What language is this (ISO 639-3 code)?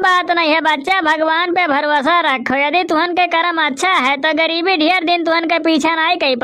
awa